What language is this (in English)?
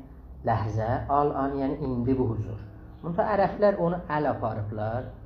South Azerbaijani